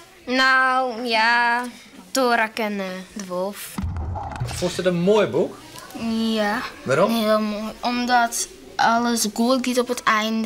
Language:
Western Frisian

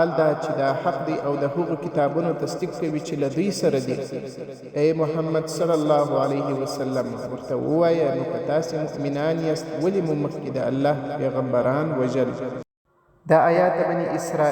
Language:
Pashto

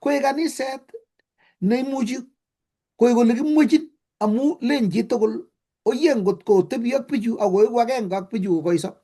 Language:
Kalenjin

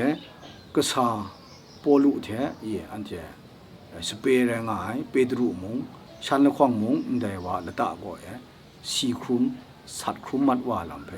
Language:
Kachin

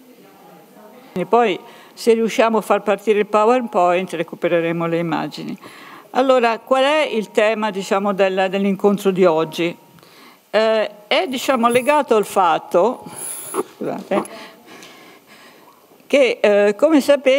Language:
Italian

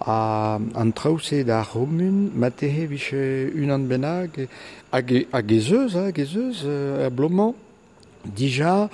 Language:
Breton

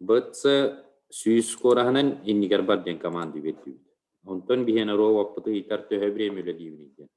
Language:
Yakut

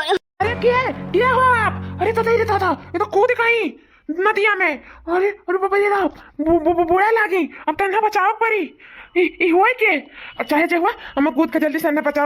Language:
Awadhi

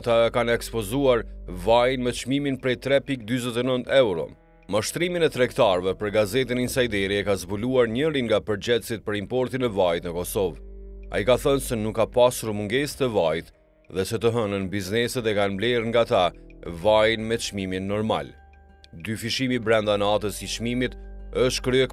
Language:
Albanian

